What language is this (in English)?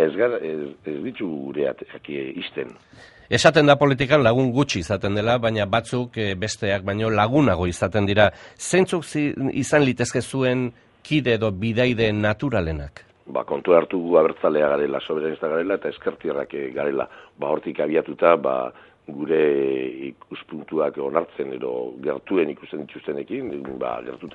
Basque